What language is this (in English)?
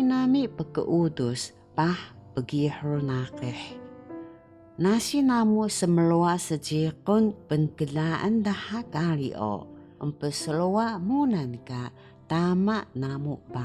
Taroko